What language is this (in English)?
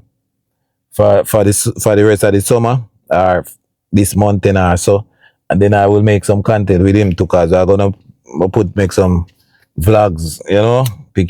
Jamaican Creole English